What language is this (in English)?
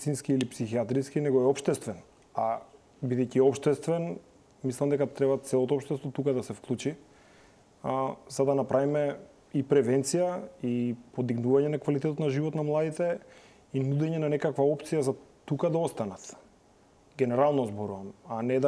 Macedonian